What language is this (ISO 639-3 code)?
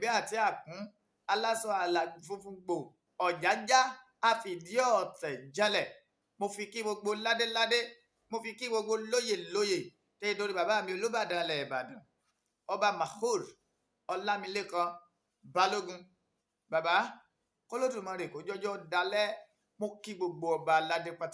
yor